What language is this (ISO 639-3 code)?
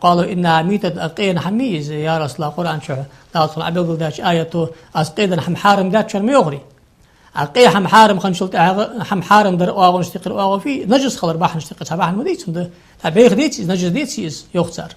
inh